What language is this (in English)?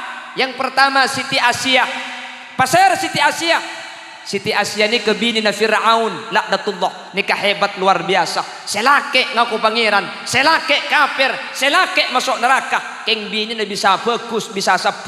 Madurese